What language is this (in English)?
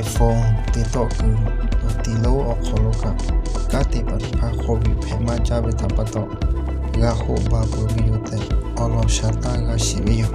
Lahu